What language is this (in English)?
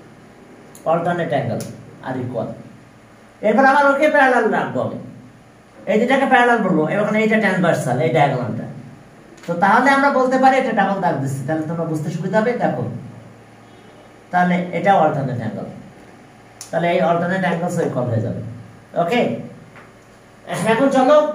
Bangla